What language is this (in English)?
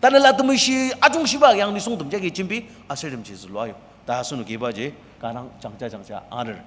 Ao Naga